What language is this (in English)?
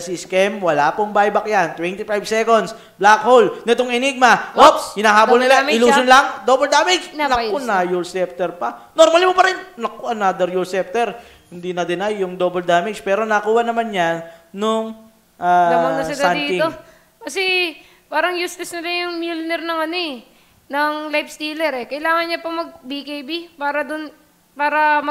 Filipino